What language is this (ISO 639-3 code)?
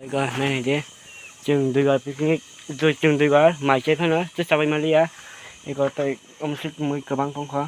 trp